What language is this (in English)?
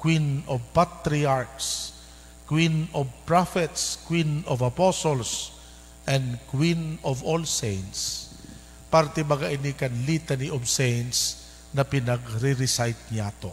Bikol